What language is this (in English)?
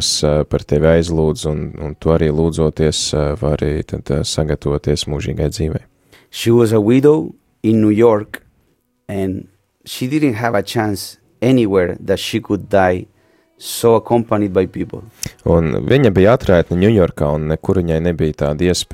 Latvian